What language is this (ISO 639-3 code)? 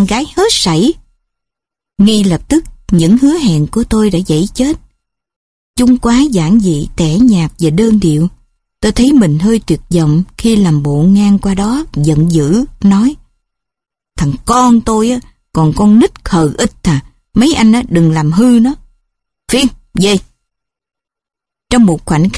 vie